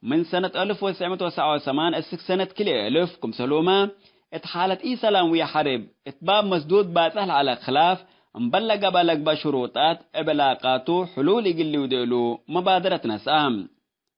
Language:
Tigre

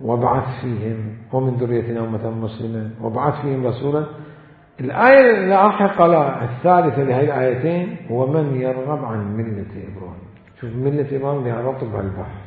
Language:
Mesopotamian Arabic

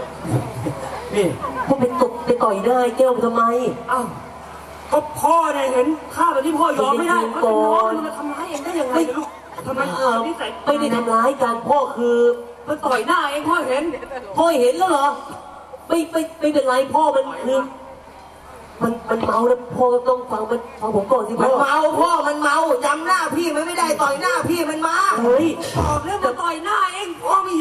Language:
Thai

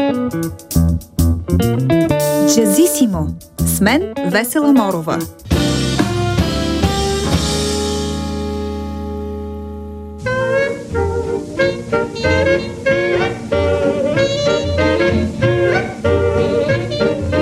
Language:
Bulgarian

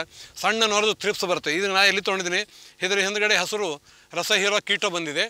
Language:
Kannada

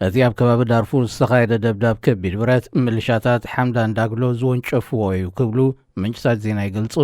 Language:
Tigrinya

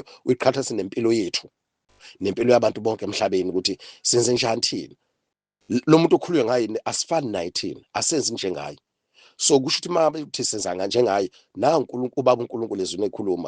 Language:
Zulu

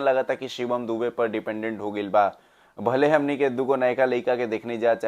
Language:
Bhojpuri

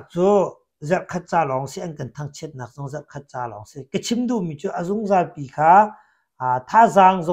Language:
Hakha Chin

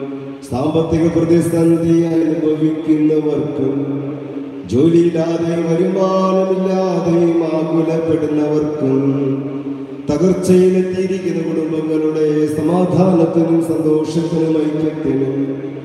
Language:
Malayalam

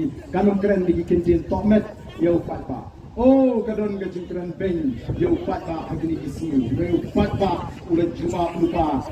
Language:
Khasi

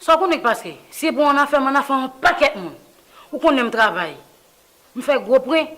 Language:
Haitian Creole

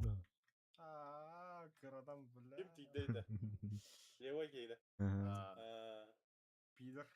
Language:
Yakut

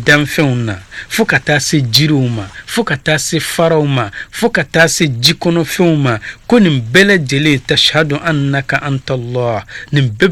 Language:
Bambara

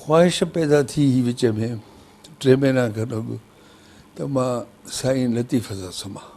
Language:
Sindhi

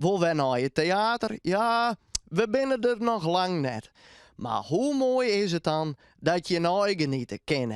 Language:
Western Frisian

